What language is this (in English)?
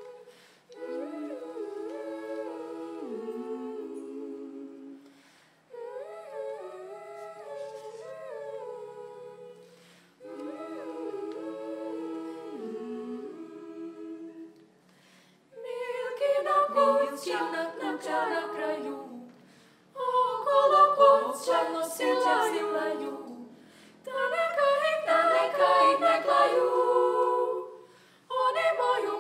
Serbian